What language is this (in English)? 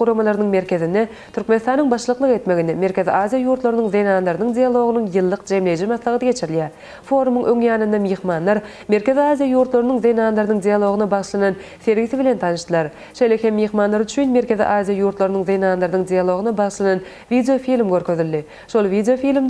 Turkmen